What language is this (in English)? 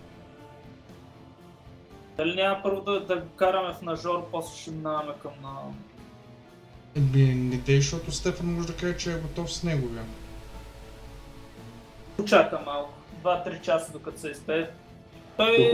Bulgarian